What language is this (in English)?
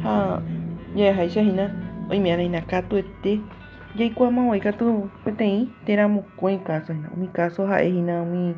Guarani